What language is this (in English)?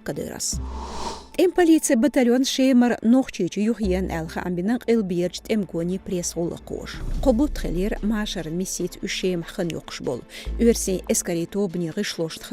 Chechen